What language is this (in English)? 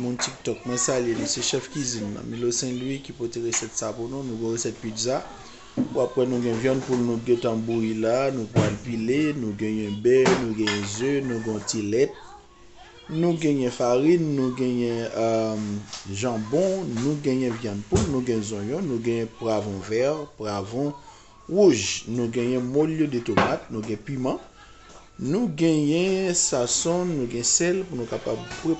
Haitian Creole